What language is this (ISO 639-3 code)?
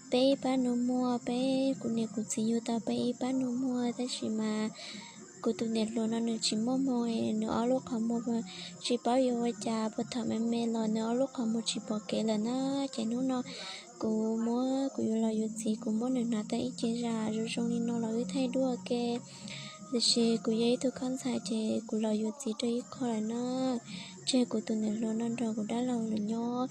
hmn